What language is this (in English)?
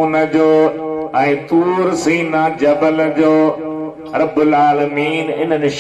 Sindhi